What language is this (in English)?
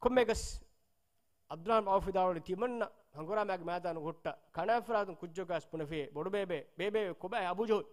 Divehi